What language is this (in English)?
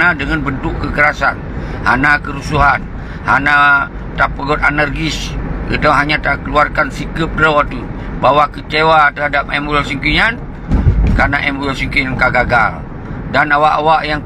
Achinese